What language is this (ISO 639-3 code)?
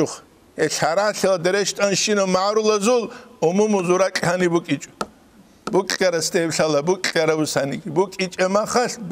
ava